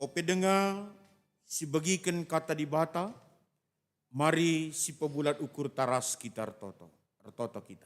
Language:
Batak Karo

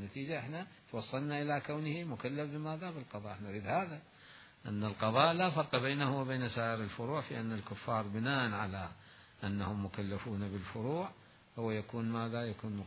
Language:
Mesopotamian Arabic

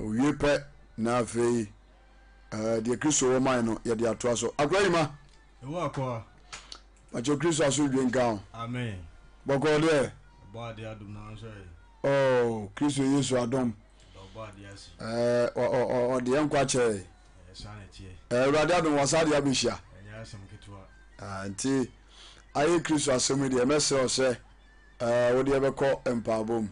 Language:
Akan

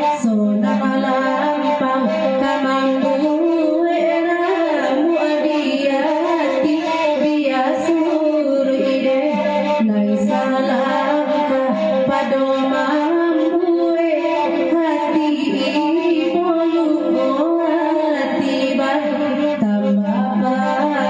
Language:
Minangkabau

